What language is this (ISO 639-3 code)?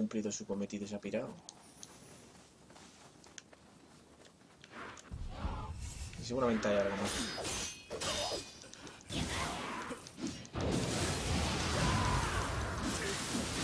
spa